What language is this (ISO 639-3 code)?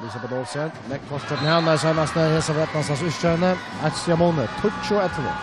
fao